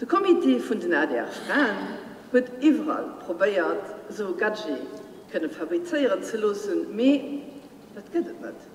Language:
Luxembourgish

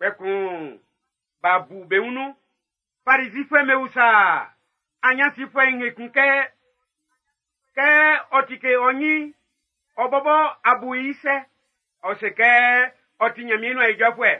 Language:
Baoulé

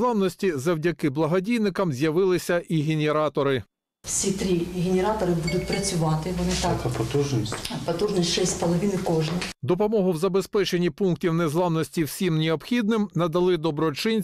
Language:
Ukrainian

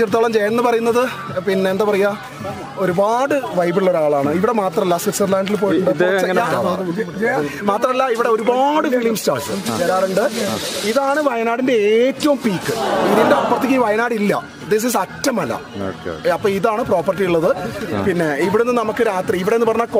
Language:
Malayalam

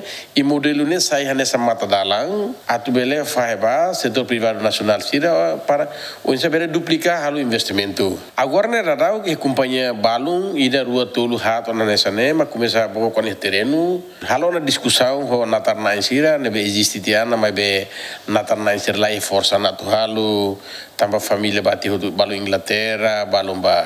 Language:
Tetum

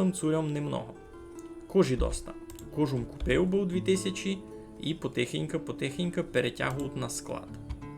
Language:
Rusyn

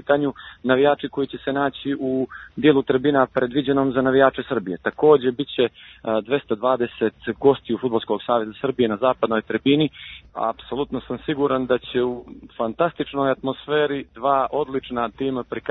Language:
Serbian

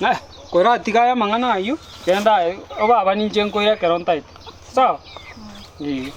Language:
Gusii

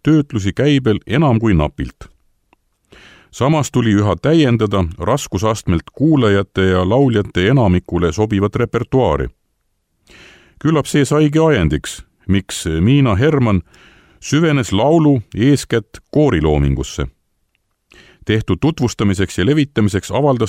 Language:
Estonian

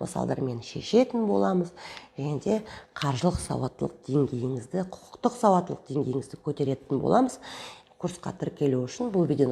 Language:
Kazakh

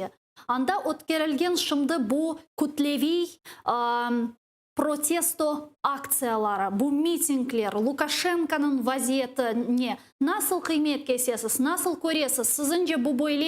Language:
Crimean Tatar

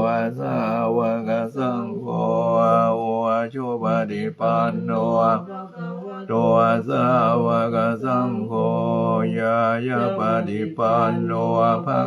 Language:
Pali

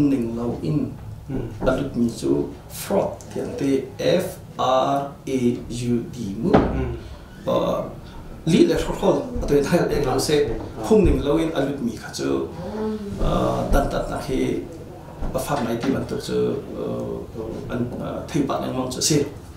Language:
Hakha Chin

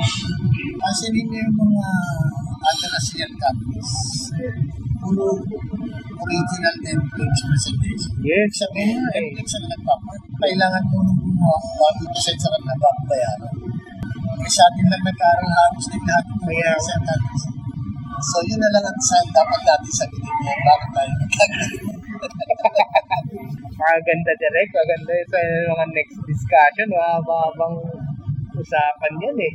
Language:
Filipino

